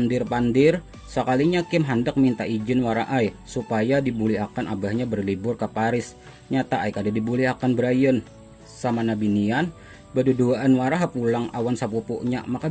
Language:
Banjar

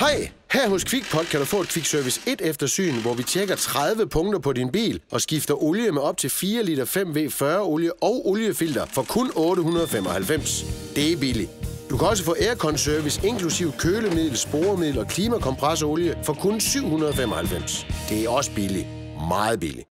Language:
Danish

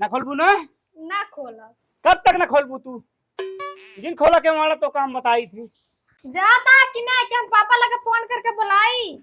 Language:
Awadhi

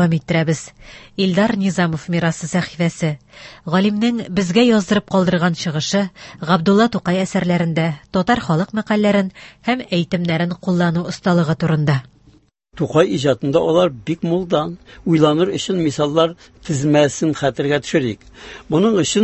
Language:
Tatar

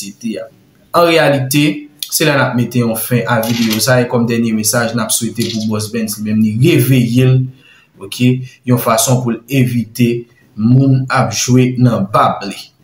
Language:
Haitian Creole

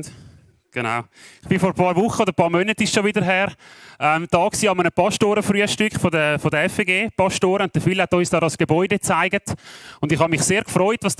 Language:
Swiss German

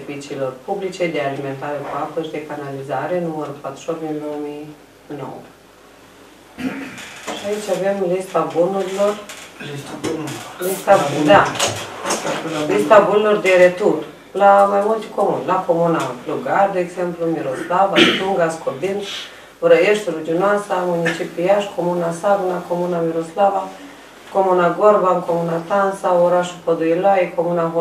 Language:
Romanian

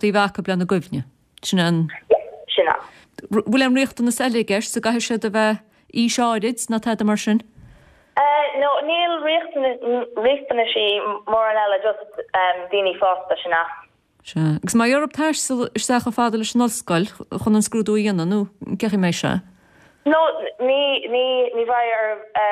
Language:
Irish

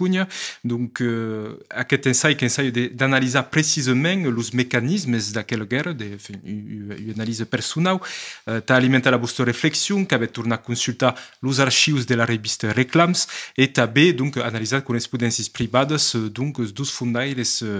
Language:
Occitan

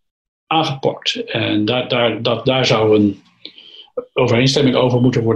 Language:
Dutch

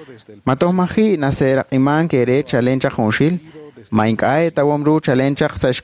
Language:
Kekchí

